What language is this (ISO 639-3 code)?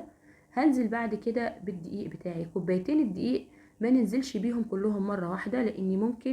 arz